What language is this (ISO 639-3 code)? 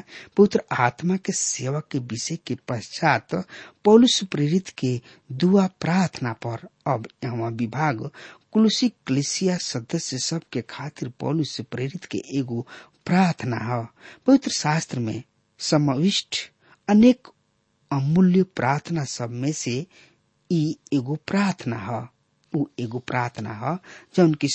bho